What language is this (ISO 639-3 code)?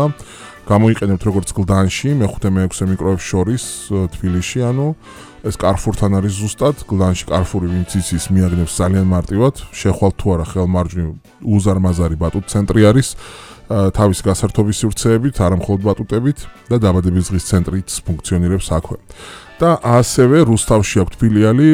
kat